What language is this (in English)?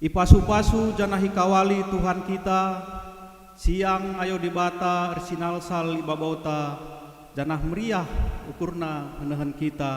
Batak Karo